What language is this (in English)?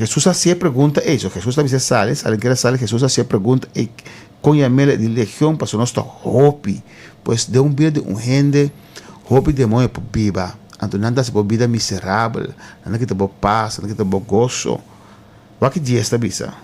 Papiamento